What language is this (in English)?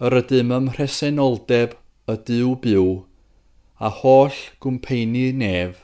Welsh